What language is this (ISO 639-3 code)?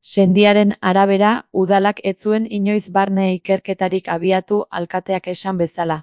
eus